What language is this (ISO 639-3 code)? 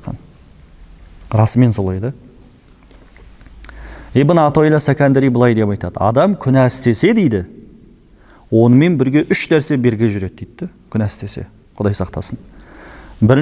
kaz